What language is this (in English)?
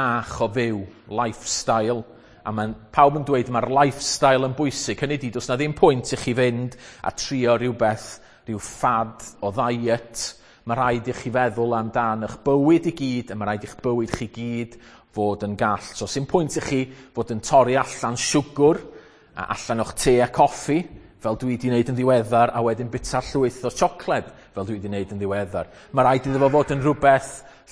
Welsh